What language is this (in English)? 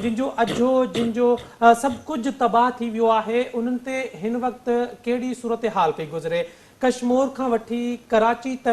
Sindhi